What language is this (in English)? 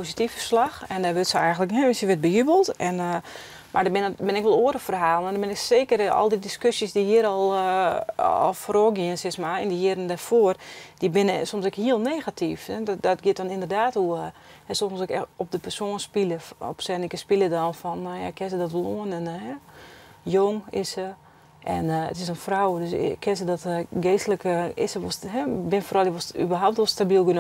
Western Frisian